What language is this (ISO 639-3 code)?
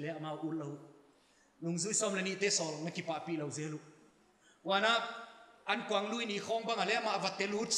pck